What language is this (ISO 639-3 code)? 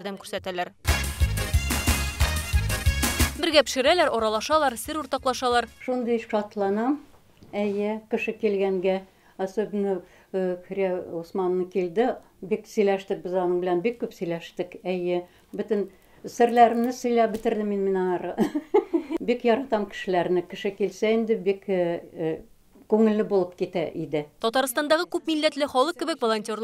tat